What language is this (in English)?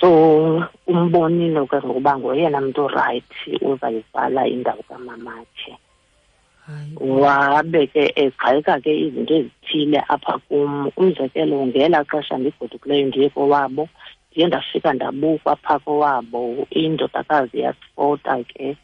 Xhosa